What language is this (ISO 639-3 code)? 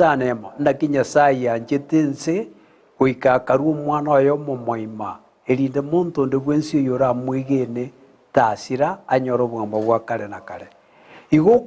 guz